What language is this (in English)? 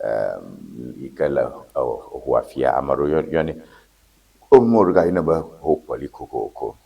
Ewe